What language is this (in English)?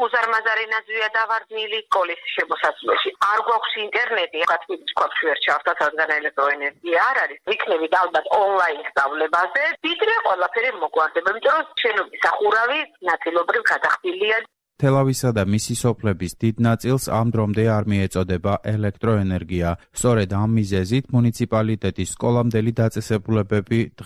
Georgian